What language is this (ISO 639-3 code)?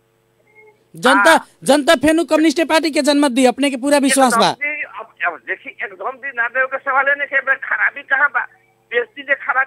bho